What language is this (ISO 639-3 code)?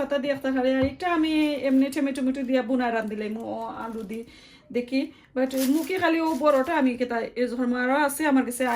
syl